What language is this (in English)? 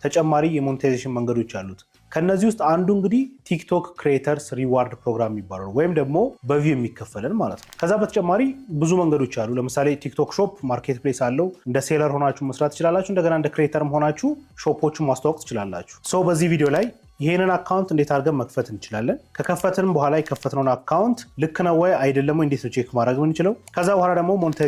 Amharic